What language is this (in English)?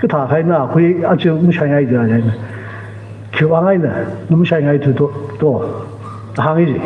Tangkhul Naga (India)